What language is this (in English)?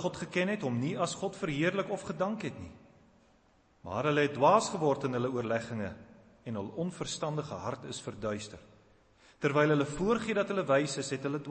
Afrikaans